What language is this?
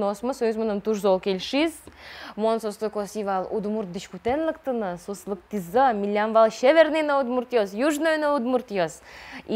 Udmurt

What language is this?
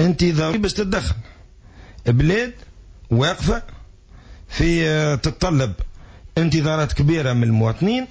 Tunisian Arabic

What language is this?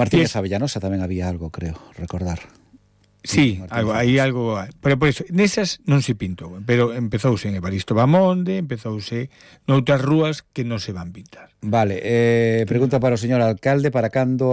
Galician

